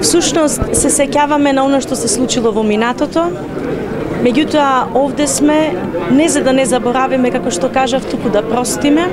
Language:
Macedonian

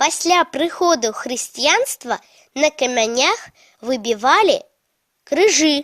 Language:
Belarusian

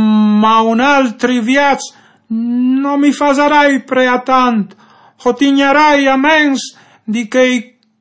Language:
Friulian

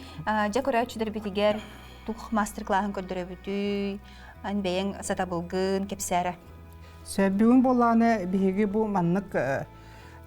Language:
Yakut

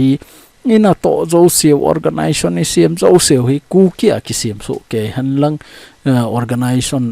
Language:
Thado Chin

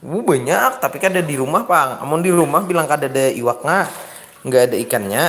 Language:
Banjar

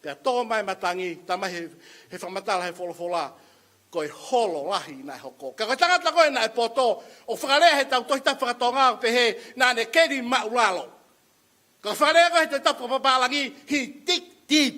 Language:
Tongan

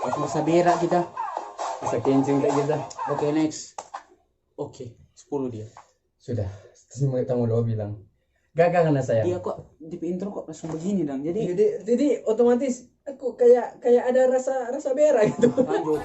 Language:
Manado Malay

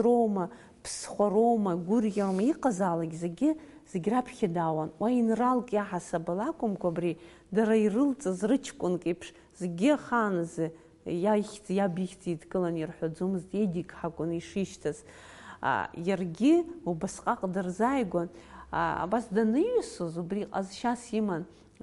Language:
Abkhazian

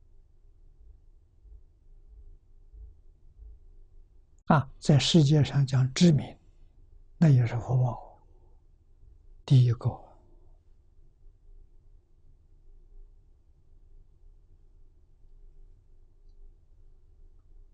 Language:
Chinese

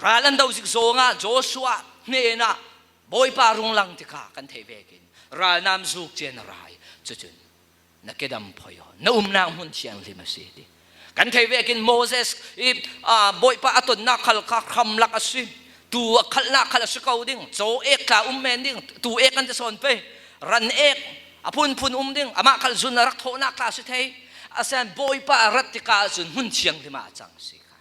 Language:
Falam Chin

